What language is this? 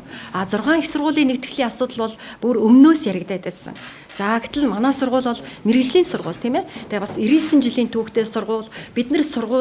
Mongolian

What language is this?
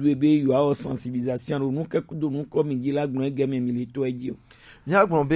Gen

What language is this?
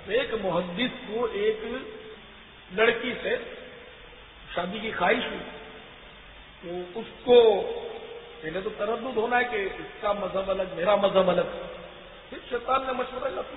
Urdu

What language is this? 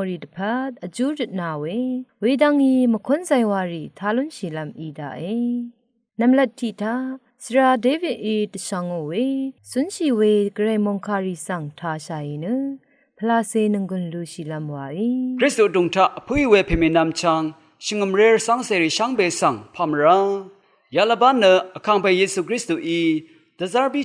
Rawang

